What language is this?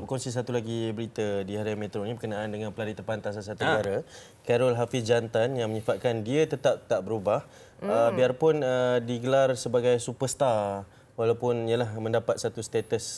Malay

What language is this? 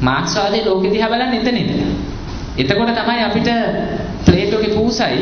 Sinhala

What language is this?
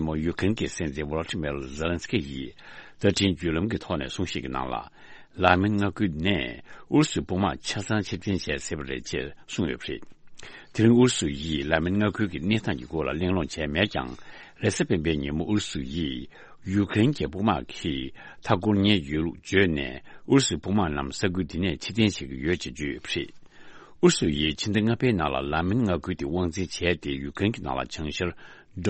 Tibetan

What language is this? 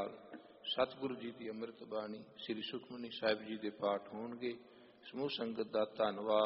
Punjabi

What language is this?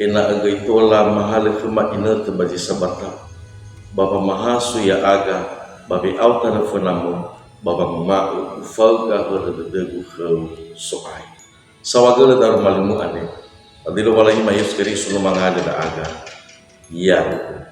Nias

